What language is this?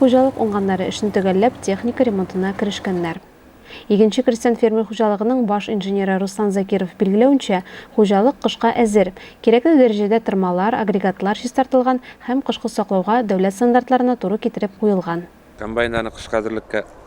Tatar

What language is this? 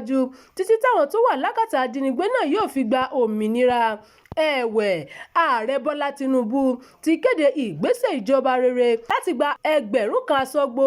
Yoruba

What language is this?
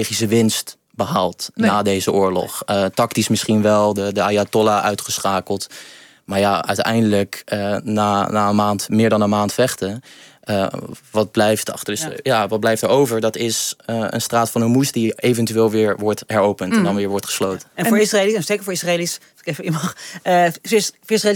Dutch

